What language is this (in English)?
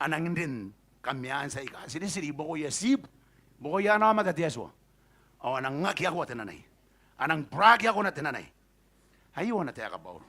Gilbertese